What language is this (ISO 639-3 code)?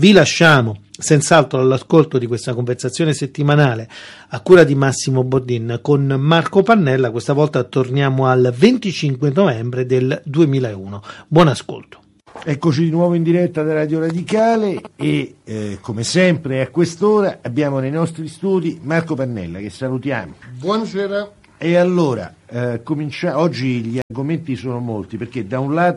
ita